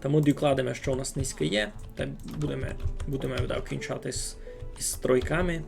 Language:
Rusyn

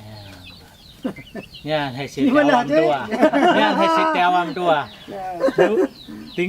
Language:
Achinese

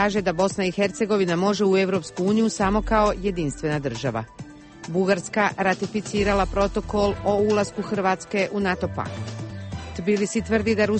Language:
Bosnian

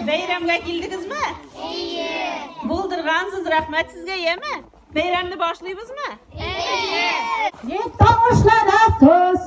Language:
Tatar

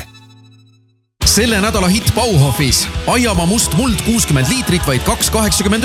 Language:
Estonian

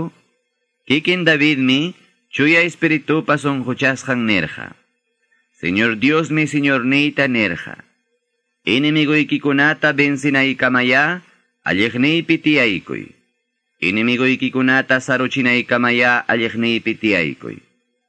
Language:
Quechua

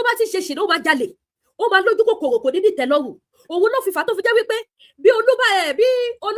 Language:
Yoruba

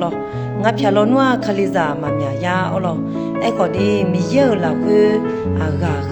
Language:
Akha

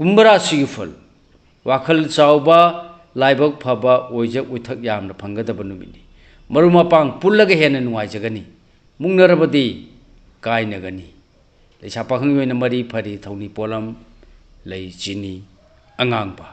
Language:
Manipuri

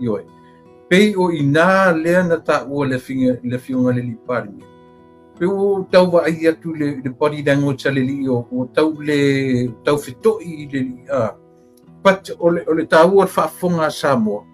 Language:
Samoan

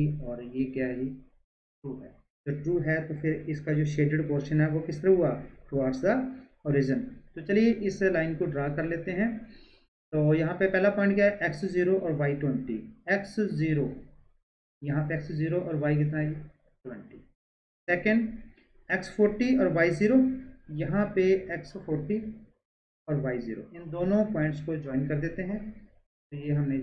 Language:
Hindi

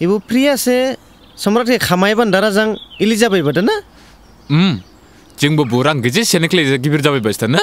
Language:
Dimasa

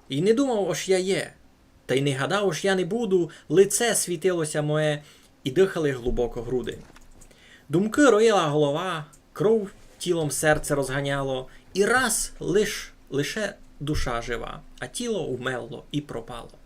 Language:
Rusyn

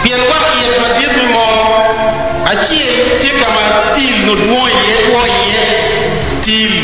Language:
Acoli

